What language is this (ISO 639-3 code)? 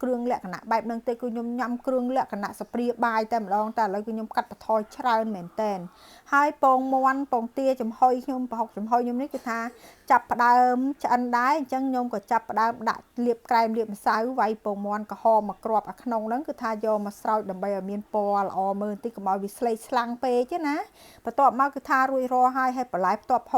khm